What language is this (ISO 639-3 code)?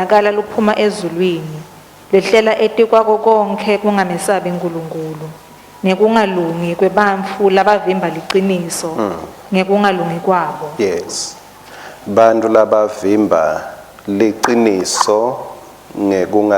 ssw